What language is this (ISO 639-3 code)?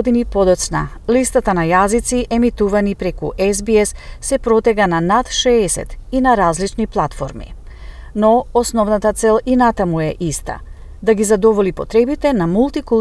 mkd